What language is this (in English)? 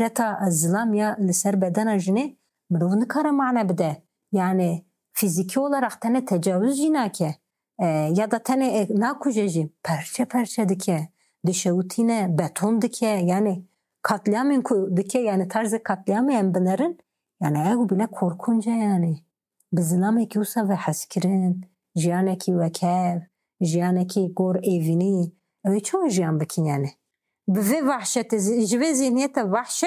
Kurdish